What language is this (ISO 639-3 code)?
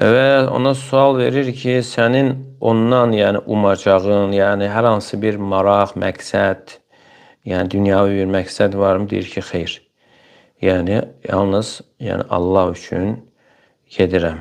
aze